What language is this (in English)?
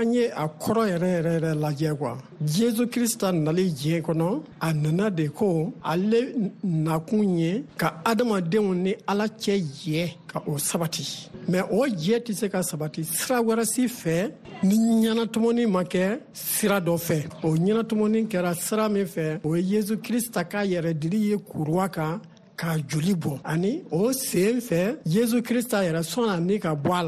Bambara